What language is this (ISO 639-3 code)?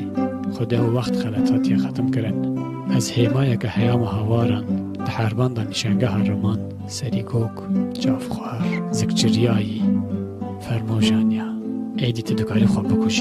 kur